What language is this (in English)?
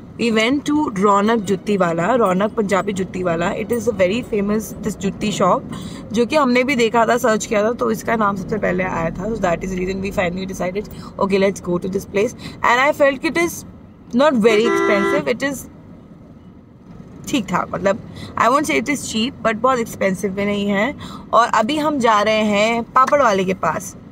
Hindi